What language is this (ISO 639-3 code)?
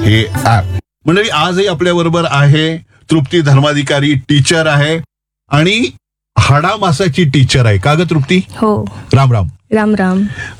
mar